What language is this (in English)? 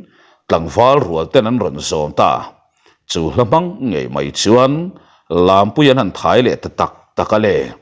Mizo